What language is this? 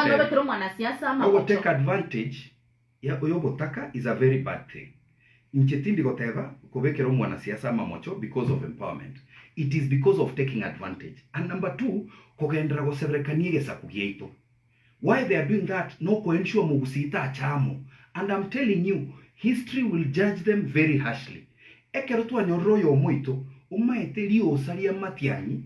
Gusii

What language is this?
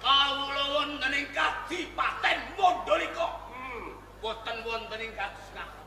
Javanese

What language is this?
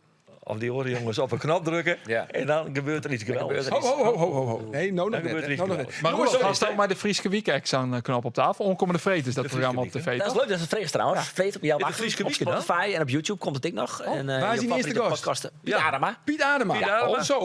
Western Frisian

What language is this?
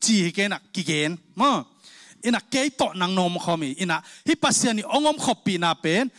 Tedim Chin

